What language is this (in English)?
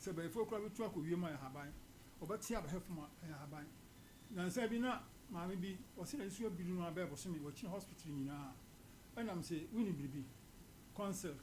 Akan